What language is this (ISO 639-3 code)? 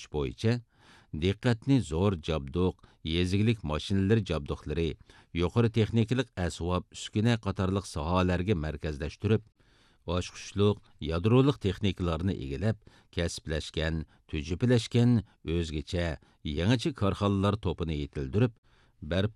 uig